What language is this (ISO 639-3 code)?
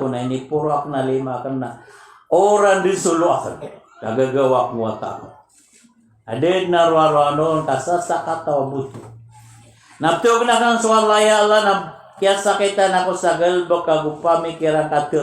mrw